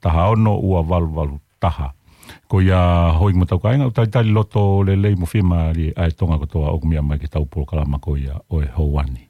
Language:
Tongan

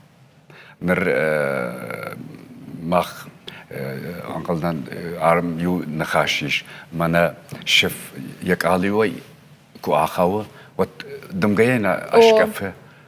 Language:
Ossetic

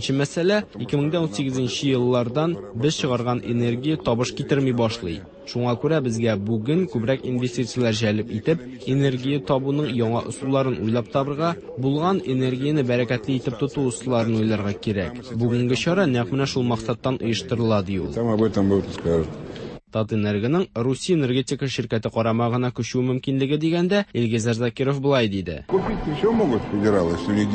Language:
Tatar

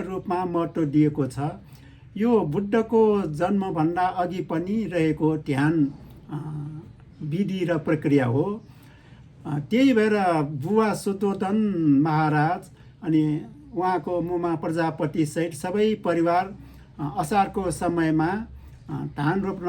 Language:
Nepali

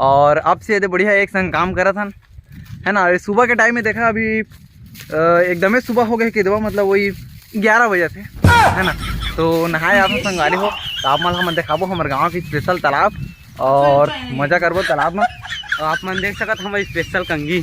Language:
Chhattisgarhi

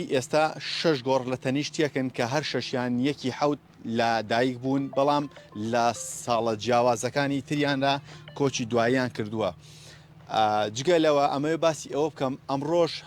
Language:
Central Kurdish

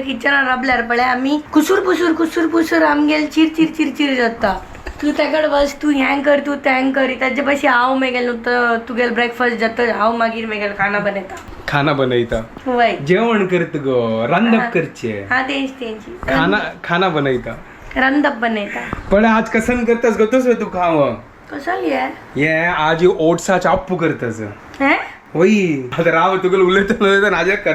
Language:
Konkani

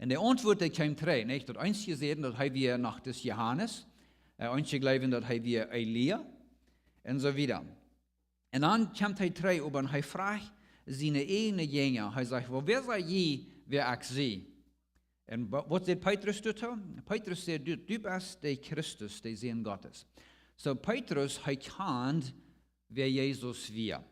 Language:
Plautdietsch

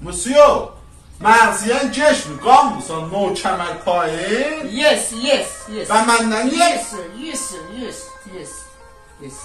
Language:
South Azerbaijani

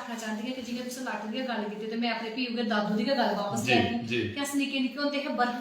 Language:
Dogri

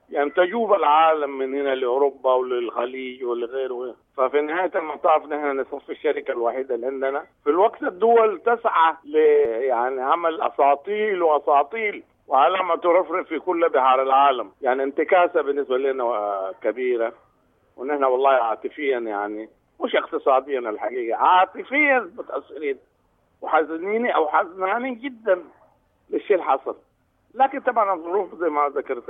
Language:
Sudanese Arabic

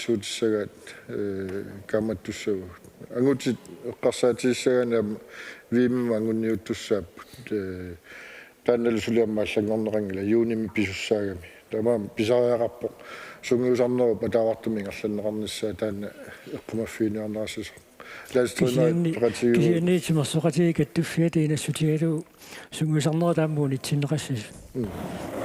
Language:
Kalaallisut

